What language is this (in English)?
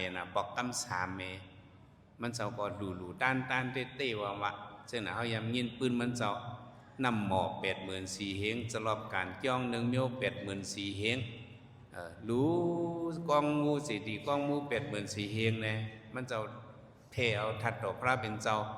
Shan